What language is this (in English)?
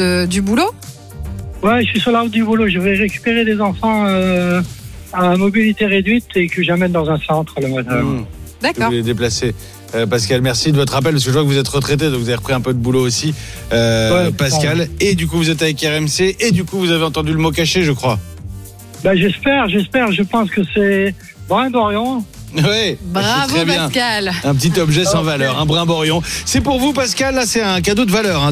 French